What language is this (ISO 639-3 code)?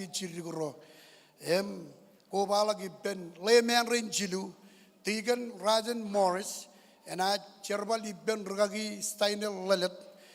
mah